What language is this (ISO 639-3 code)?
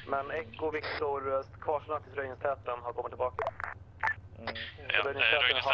swe